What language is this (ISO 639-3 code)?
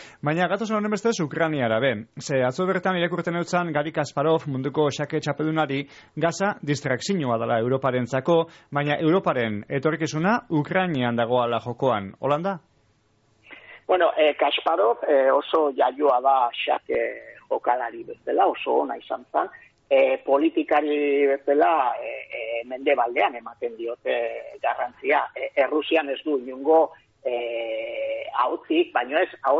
eus